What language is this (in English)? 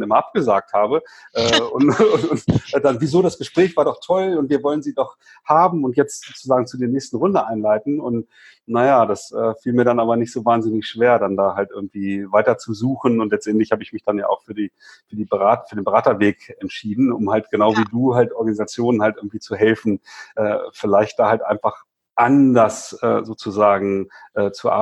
German